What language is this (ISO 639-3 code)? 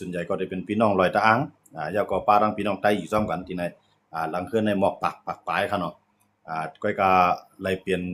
shn